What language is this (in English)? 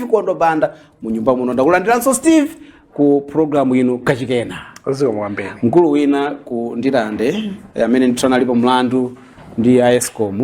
Nyanja